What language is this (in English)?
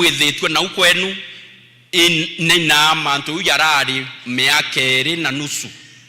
Meru